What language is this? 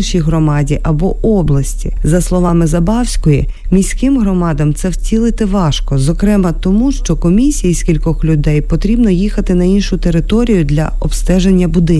Ukrainian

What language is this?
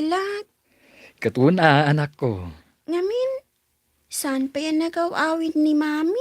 Iloko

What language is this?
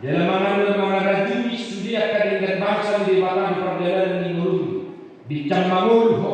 Batak Toba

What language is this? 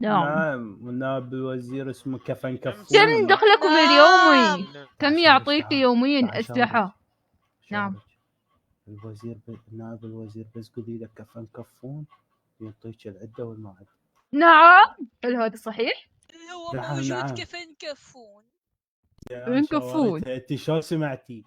Mesopotamian Arabic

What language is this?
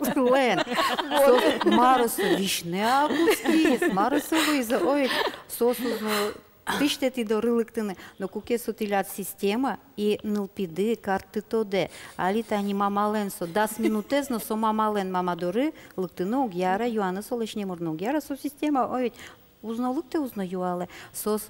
Udmurt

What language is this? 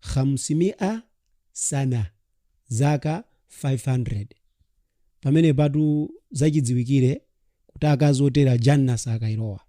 Nyanja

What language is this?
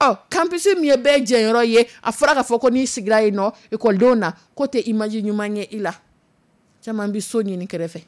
Dyula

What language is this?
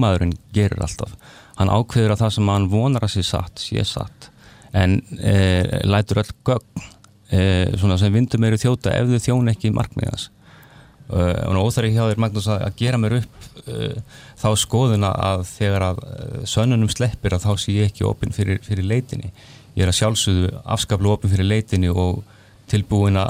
Icelandic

